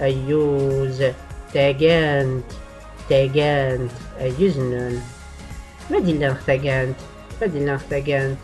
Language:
Tachelhit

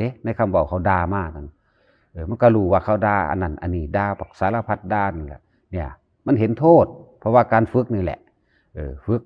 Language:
Northeastern Thai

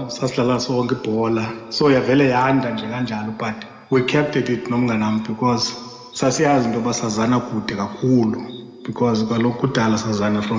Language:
Xhosa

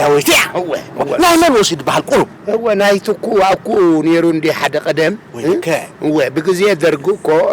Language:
Tigrinya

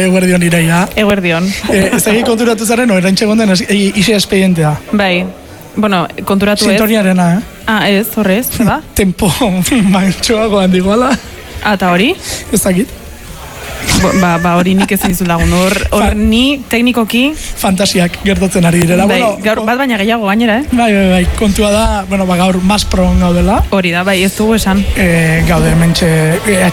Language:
Basque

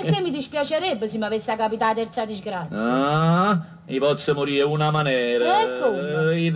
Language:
Neapolitan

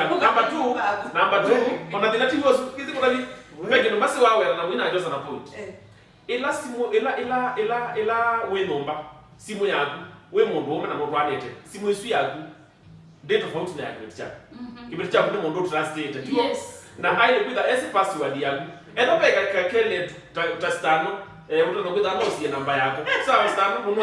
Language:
Kamba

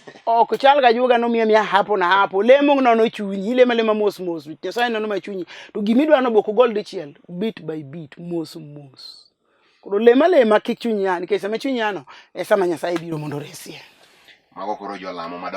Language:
Luo (Kenya and Tanzania)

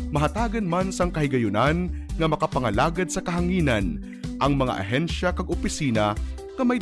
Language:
Hiligaynon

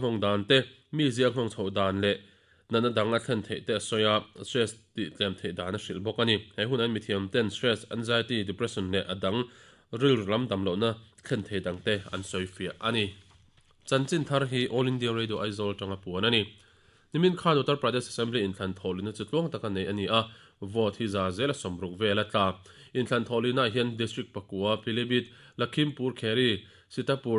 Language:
Mizo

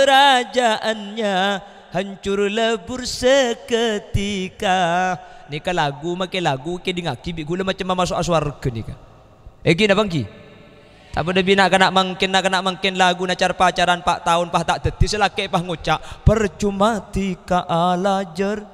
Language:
Madurese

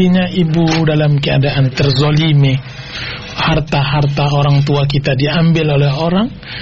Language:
Indonesian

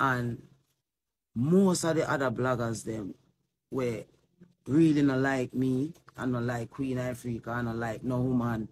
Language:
Jamaican Creole English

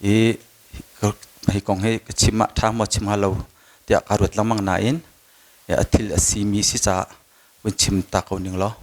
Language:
Hakha Chin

